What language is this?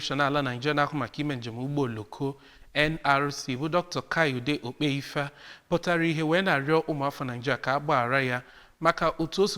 Igbo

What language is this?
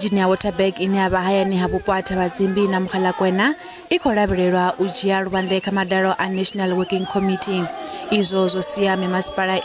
Venda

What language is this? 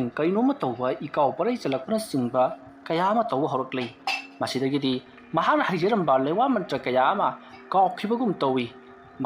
Manipuri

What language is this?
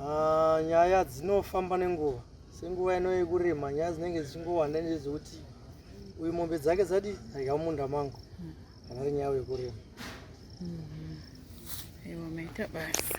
Shona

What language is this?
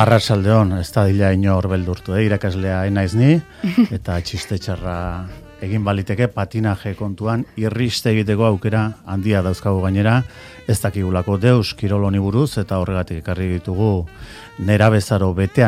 Basque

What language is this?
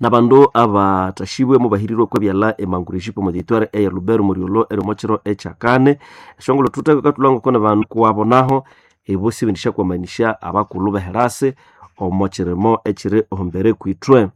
Nande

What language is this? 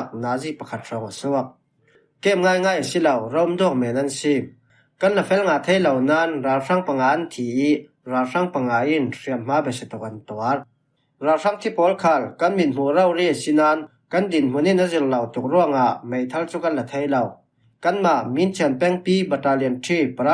Falam Chin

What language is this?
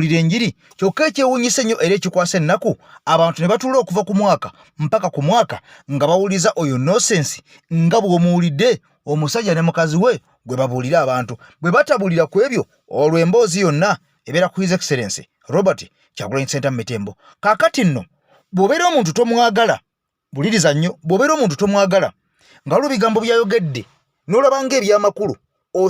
Ganda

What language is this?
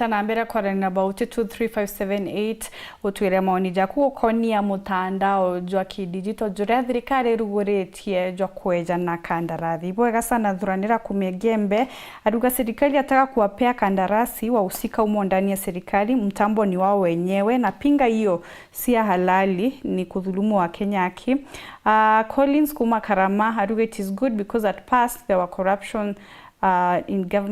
Meru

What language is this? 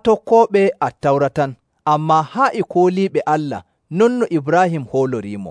Nigerian Fulfulde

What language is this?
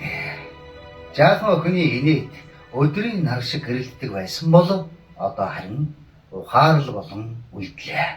Mongolian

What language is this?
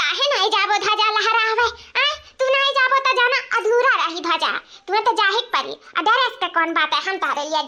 Awadhi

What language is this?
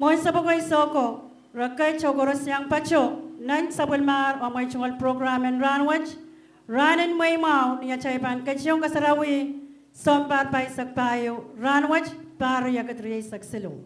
Pohnpeian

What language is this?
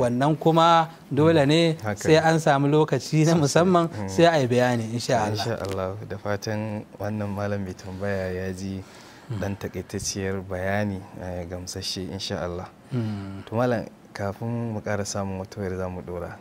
Hausa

